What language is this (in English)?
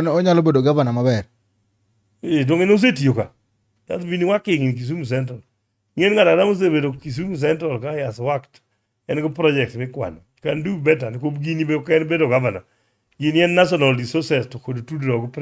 Luo (Kenya and Tanzania)